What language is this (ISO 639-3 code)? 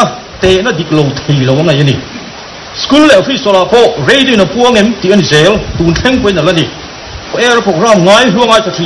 lus